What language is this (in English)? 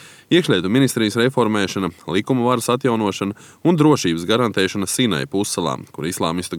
Latvian